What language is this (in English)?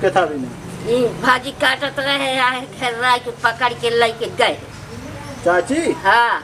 Awadhi